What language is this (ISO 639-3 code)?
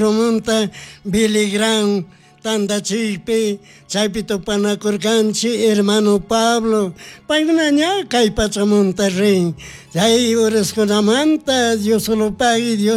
qug